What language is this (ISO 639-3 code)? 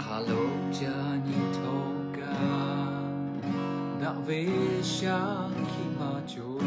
lhu